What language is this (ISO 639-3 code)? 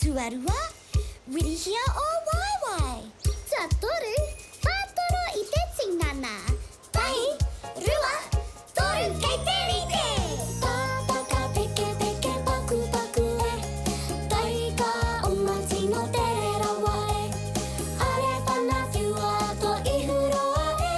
mri